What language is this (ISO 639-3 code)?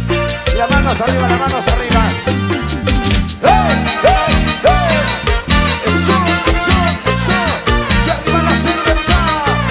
spa